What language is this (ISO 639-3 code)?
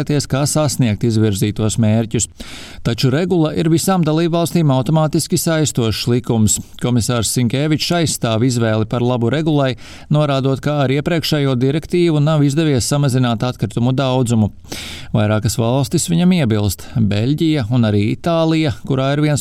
lav